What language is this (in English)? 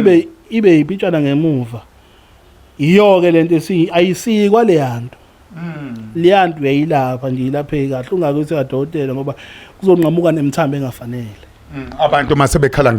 Zulu